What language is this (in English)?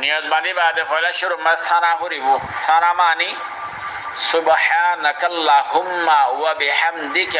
Rohingya